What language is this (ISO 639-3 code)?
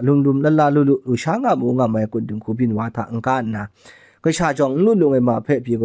kac